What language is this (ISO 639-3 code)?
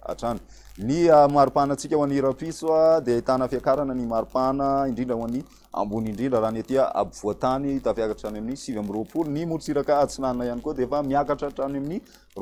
mlg